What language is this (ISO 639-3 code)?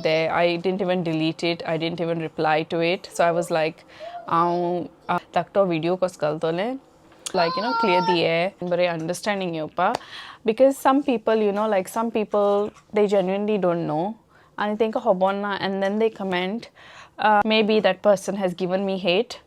kok